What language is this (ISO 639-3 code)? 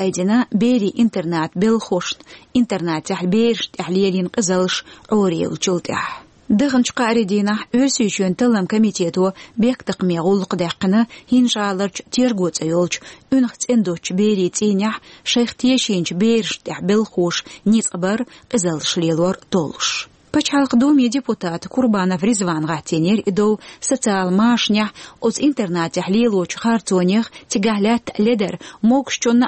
che